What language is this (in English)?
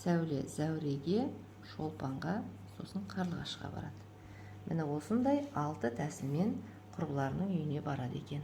Kazakh